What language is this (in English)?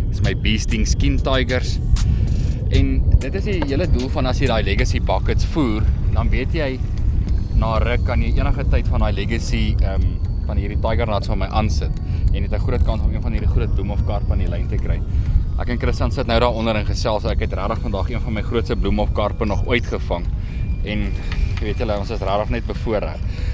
Afrikaans